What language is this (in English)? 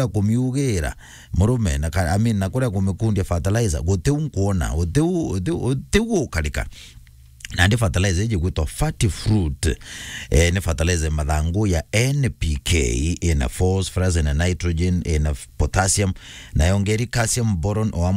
Meru